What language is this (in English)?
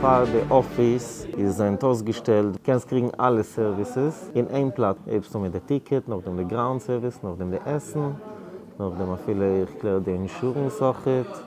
Yiddish